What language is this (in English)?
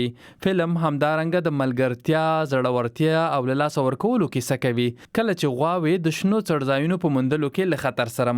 Pashto